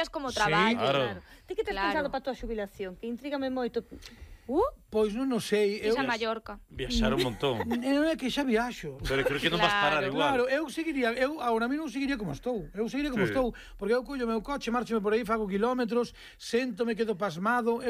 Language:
Galician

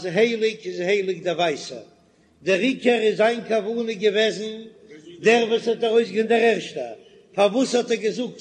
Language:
Yiddish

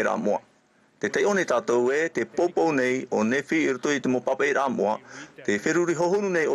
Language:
Tahitian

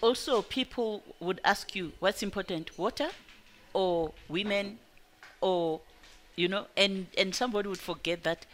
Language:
English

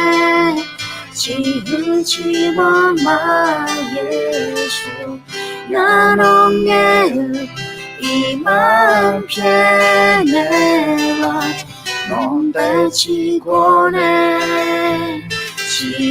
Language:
Akha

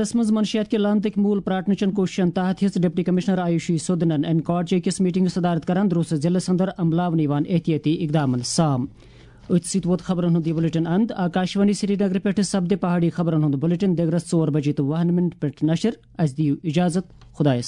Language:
Kashmiri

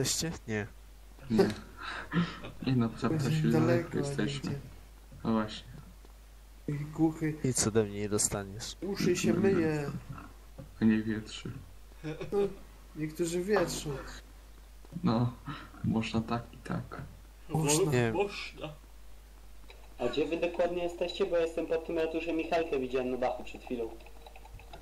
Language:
Polish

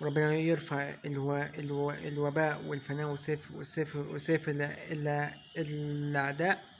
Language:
Egyptian Arabic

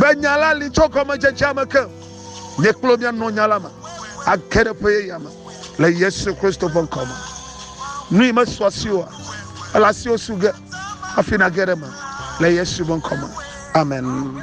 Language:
Ewe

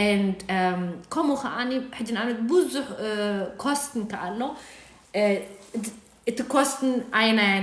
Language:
Tigrinya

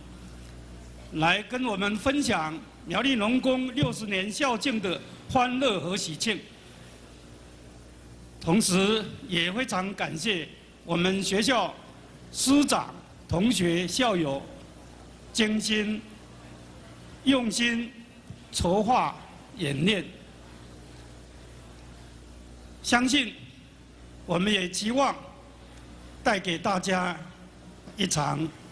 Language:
Chinese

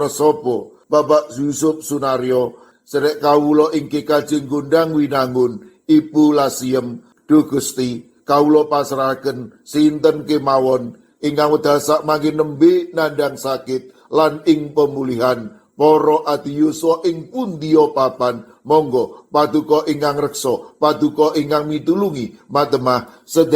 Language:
Javanese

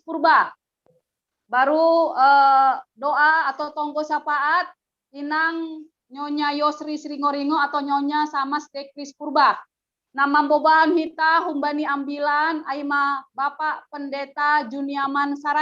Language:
Batak Simalungun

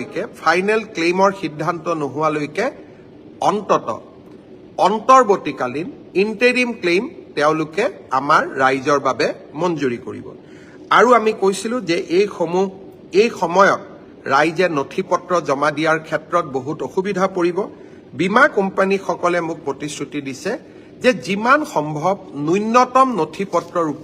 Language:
Assamese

